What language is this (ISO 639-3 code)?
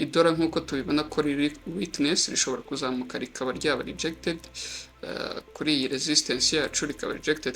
kin